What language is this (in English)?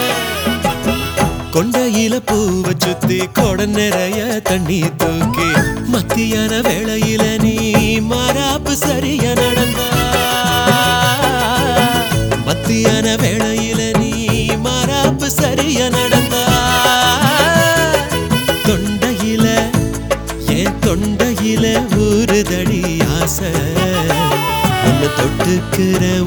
Tamil